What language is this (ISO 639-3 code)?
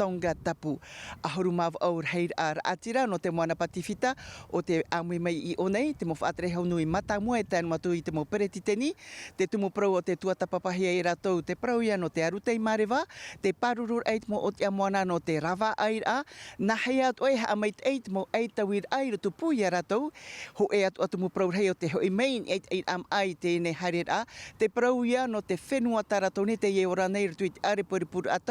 tah